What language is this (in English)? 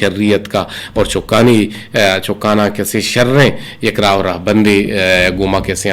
Eastern Balochi